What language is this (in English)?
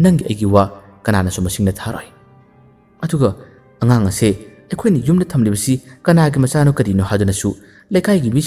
Manipuri